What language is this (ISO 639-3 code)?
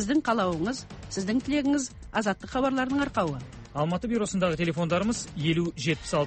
kaz